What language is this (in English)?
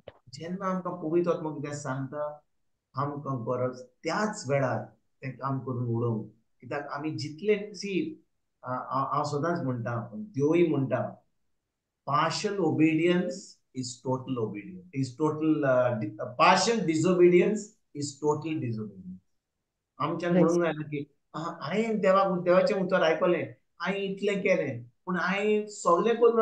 Konkani